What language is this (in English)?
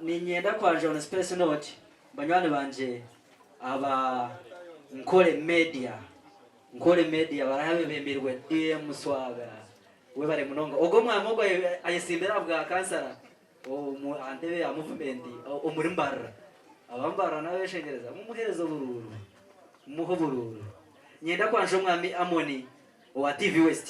Nyankole